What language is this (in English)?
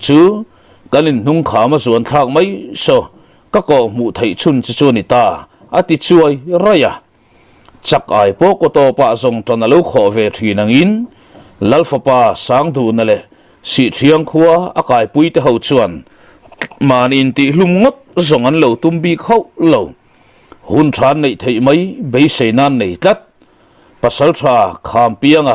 Mizo